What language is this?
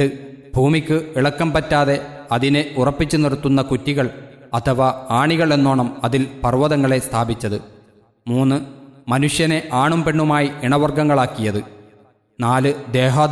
Malayalam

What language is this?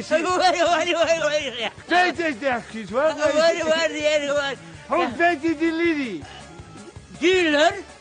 Chechen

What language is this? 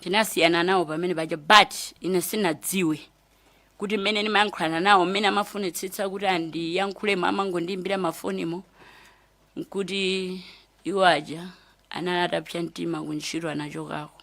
Nyanja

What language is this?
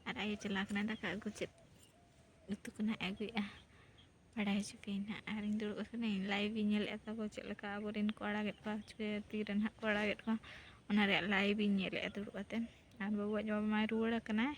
Santali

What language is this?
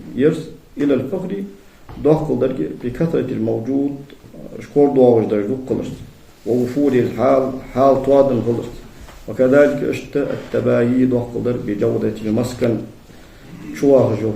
Ingush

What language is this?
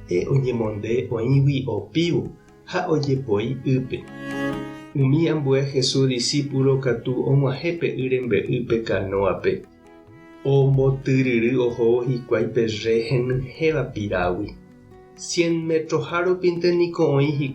Guarani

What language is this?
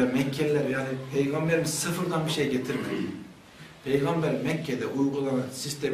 Turkish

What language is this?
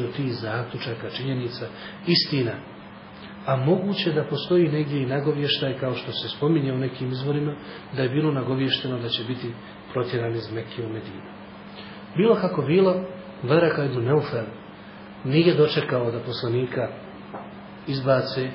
Bosnian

